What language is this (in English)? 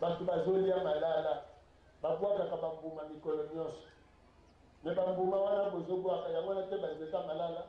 Lingala